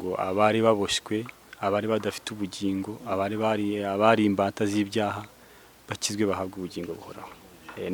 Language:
Kinyarwanda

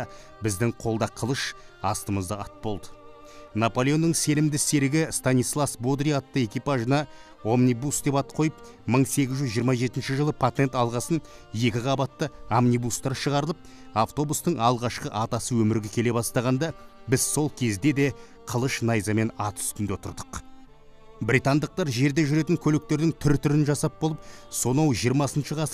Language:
Kazakh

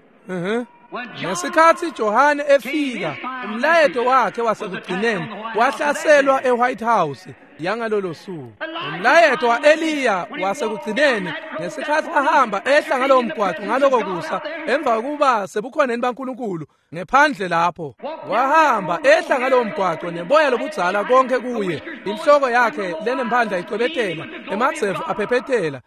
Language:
Swati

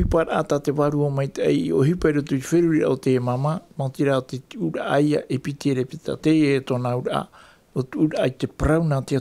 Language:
Tahitian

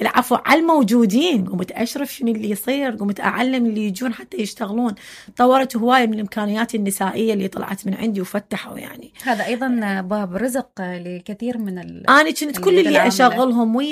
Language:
Mesopotamian Arabic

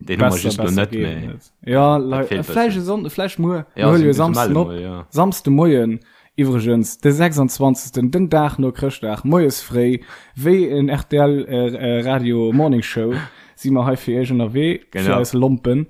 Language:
Luxembourgish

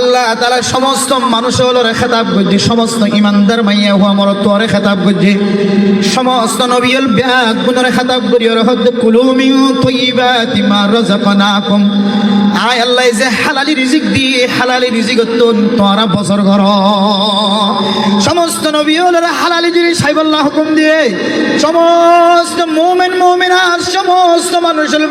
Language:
Rohingya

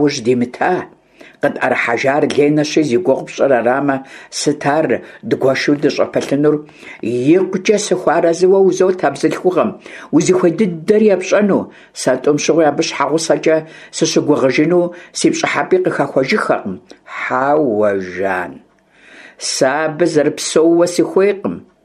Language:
Kabardian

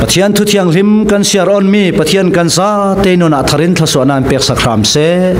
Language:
Falam Chin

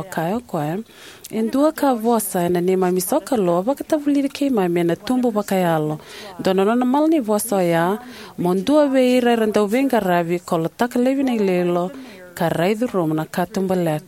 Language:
Fijian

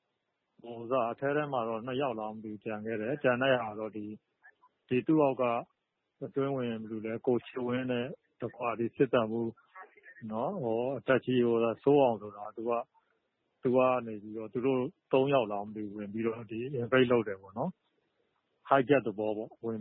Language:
Burmese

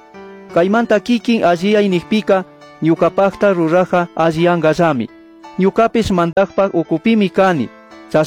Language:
Chimborazo Highland Quichua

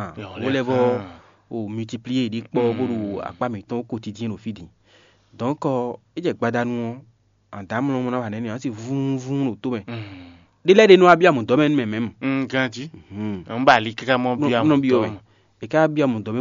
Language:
Fon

